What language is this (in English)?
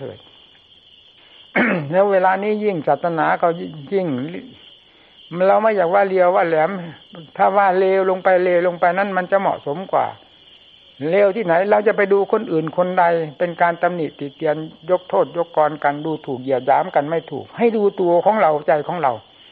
Thai